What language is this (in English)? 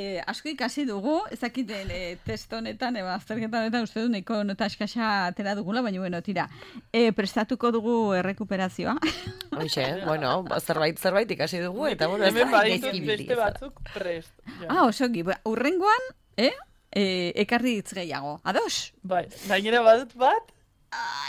Basque